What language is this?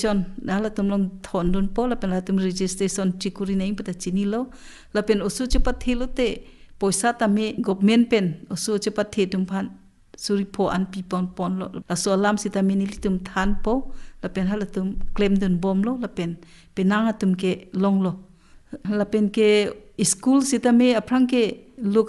Karbi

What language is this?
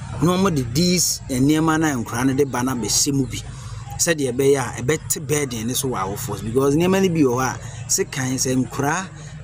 Akan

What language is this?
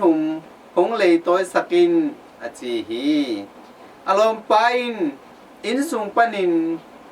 Tedim Chin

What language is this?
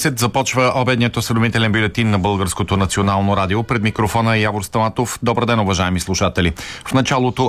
Bulgarian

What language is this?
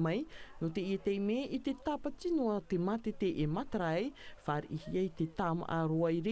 Tahitian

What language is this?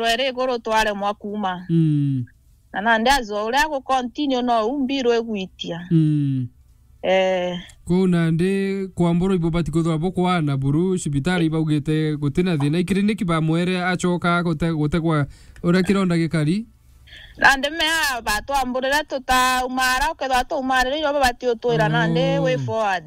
Meru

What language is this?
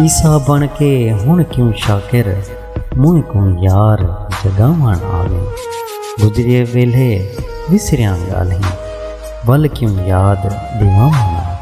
Saraiki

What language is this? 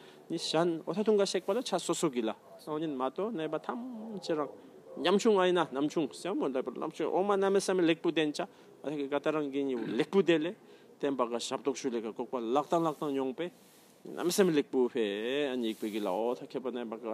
Tibetan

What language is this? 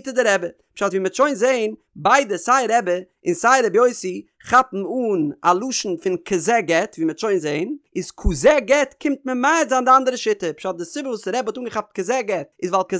Yiddish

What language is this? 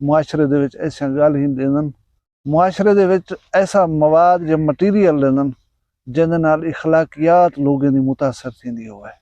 Saraiki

